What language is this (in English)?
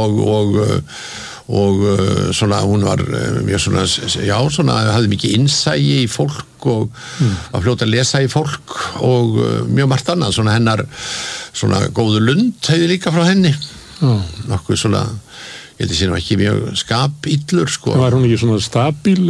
Icelandic